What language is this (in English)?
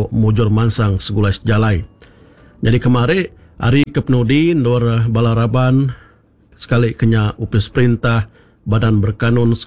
Iban